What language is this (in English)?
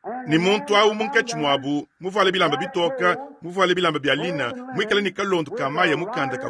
Luba-Lulua